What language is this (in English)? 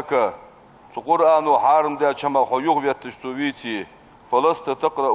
Ingush